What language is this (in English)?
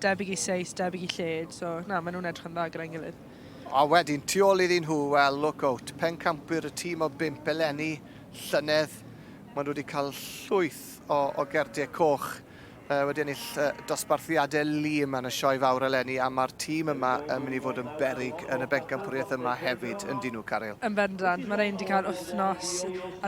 Welsh